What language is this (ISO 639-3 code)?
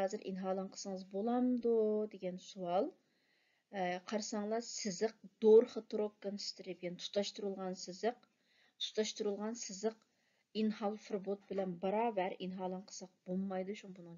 uig